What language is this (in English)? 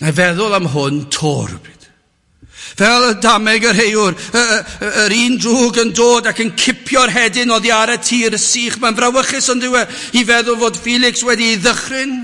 Welsh